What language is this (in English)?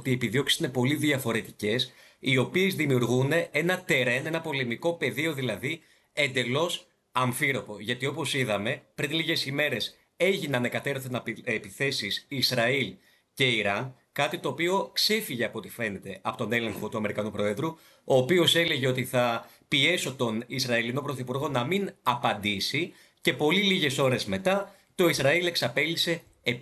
Greek